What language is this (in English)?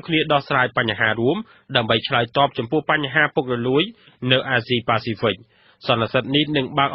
Khmer